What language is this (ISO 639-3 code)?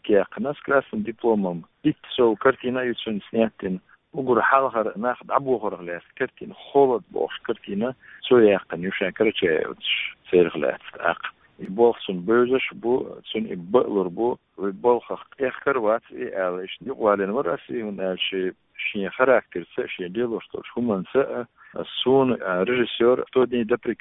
che